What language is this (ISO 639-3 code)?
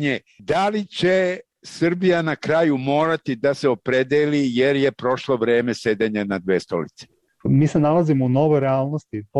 srp